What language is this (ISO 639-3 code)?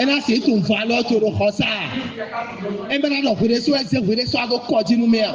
fon